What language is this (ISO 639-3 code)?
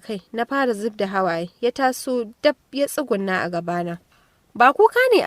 hau